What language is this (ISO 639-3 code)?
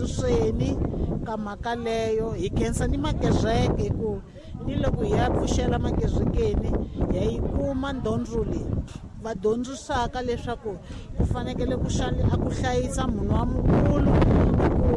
tso